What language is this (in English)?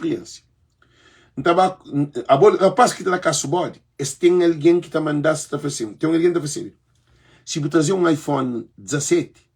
Kabuverdianu